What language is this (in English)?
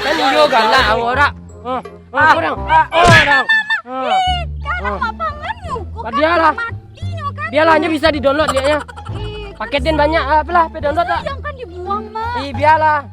Minangkabau